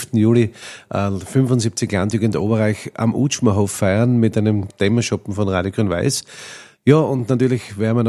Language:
German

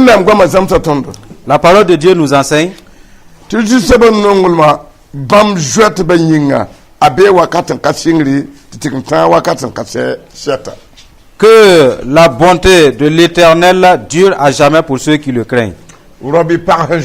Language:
Mossi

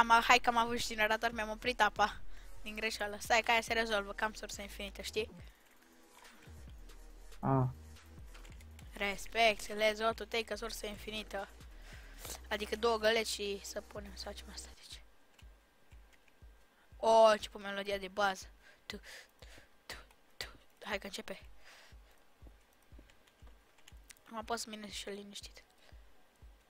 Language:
Romanian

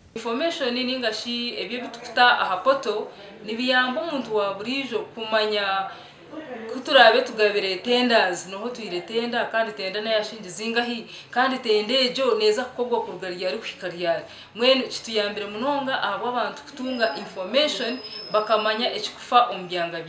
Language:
Kinyarwanda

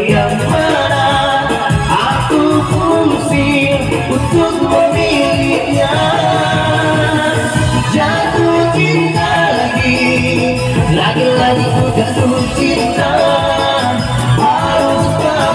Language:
Indonesian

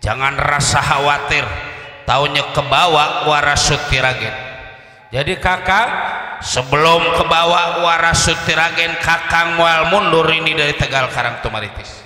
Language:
Betawi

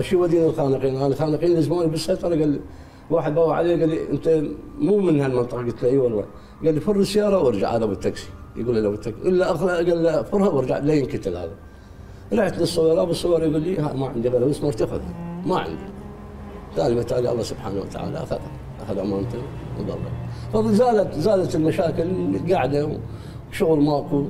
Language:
Mesopotamian Arabic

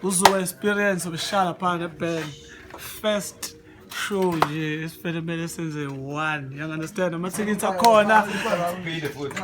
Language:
Zulu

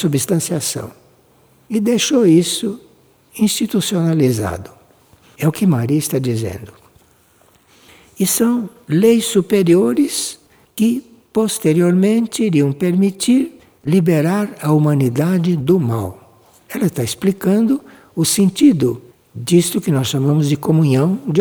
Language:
Portuguese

